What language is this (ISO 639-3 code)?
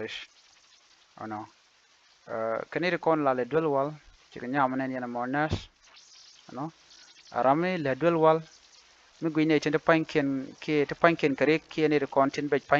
nus